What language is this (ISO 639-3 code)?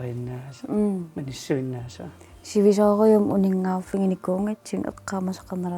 kal